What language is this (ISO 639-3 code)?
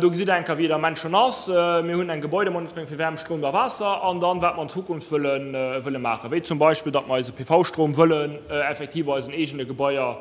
ltz